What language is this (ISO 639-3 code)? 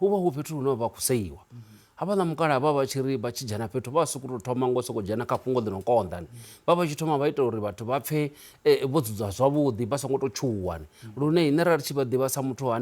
ven